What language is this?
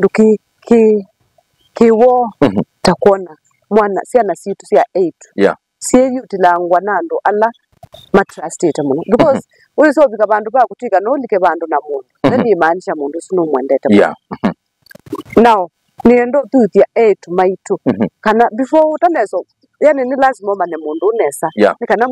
Kamba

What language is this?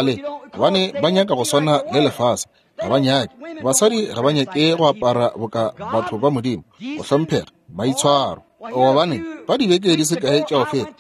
Northern Sotho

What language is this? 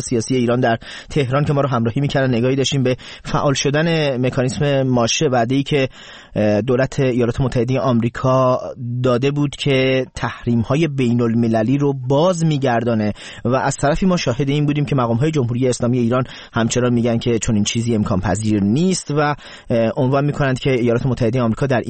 Persian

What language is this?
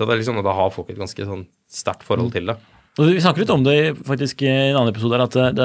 Norwegian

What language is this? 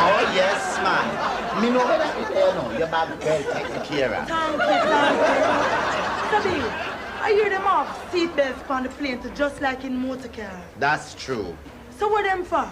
Jamaican Creole English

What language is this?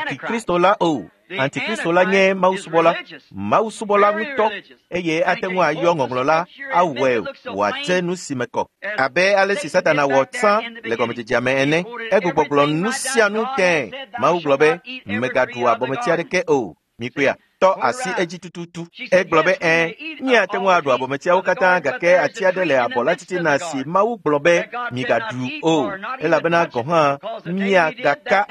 Ewe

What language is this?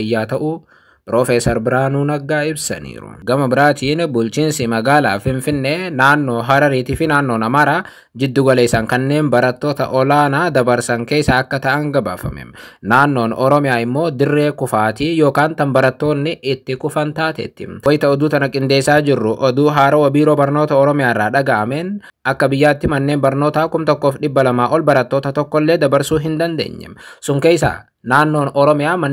Oromo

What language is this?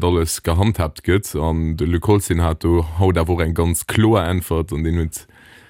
Luxembourgish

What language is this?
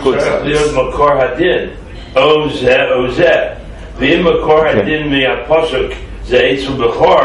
Hebrew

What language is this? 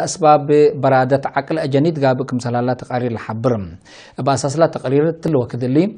Tigre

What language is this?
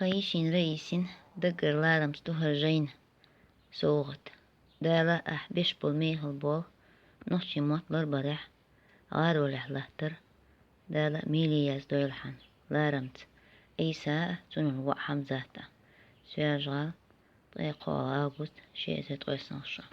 Chechen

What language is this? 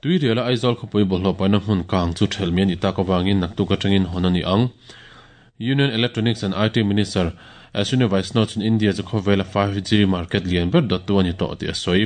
Mizo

